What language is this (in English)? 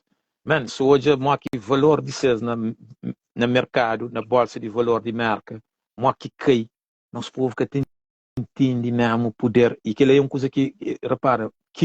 Kabuverdianu